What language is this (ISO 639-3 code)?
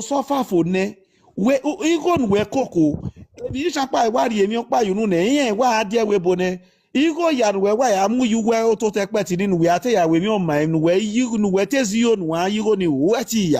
pcm